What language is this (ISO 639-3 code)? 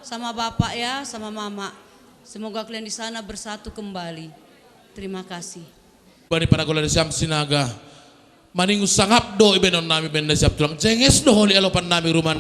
bts